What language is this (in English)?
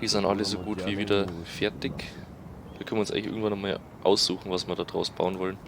Bavarian